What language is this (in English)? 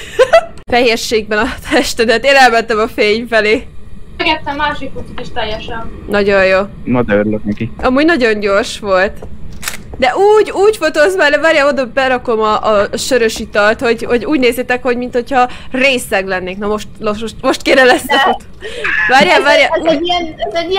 Hungarian